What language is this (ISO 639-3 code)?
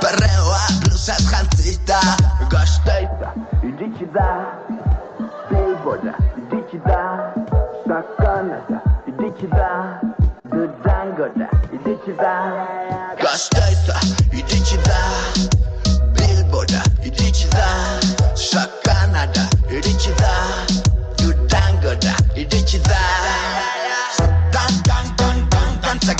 eus